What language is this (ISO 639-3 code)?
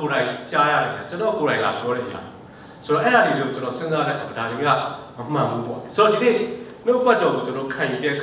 mya